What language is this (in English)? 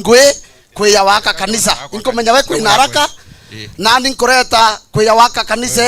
Meru